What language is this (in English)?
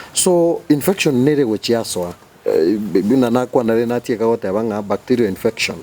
Gusii